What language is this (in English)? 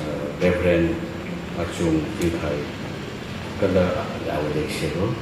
Tangkhul Naga (India)